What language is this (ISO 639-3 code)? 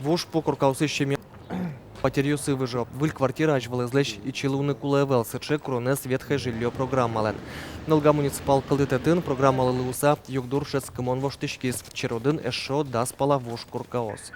udm